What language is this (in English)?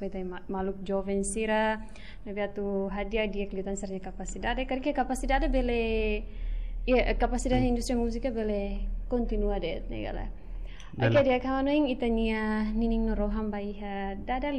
Tetum